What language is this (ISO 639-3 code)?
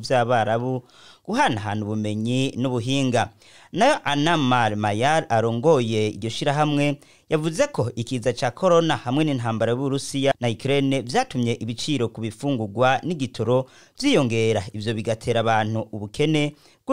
run